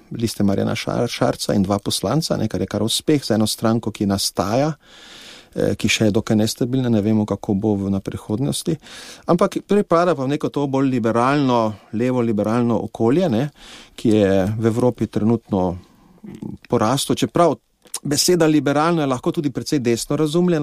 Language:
Slovenian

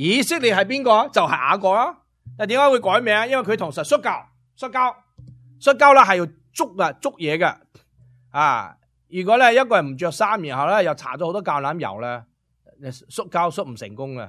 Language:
Cantonese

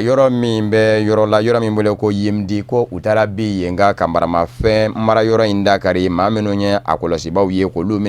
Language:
Bambara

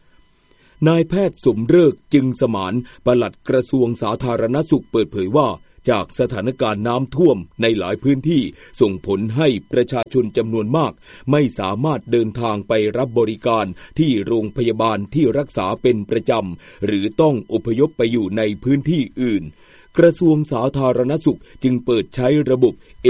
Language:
Thai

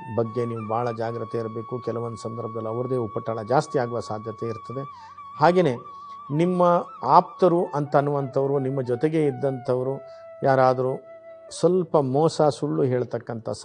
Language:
Kannada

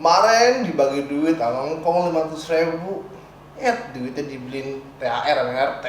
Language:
Betawi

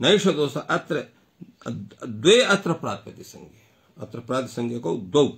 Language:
Sanskrit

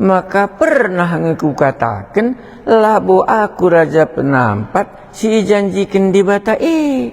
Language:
Batak Karo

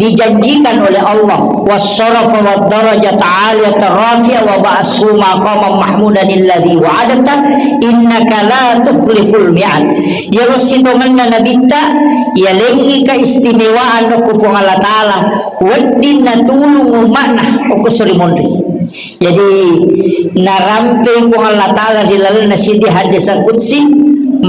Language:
Buginese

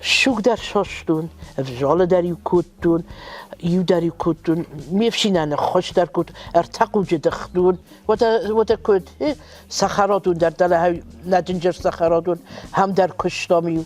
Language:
Ossetic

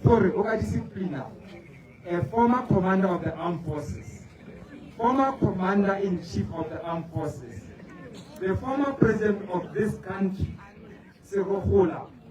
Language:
Tswana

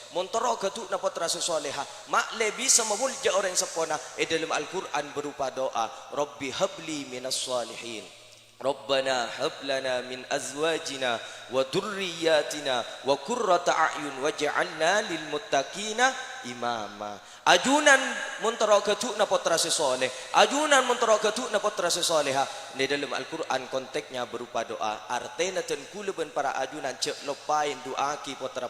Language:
Madurese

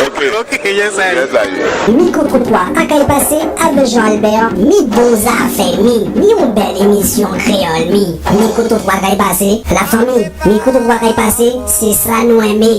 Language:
Guadeloupean Creole French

